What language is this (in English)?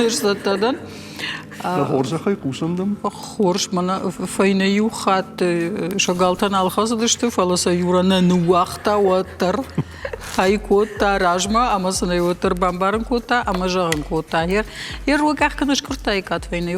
Ossetic